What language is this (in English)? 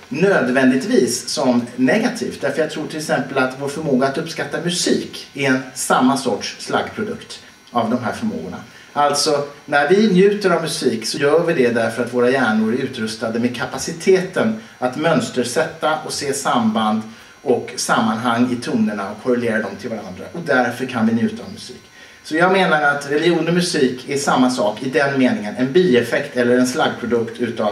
Swedish